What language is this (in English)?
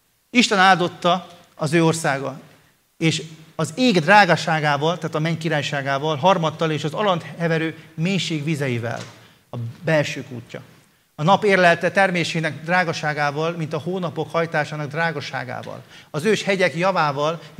Hungarian